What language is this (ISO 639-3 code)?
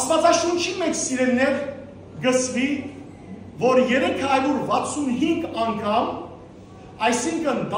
hyw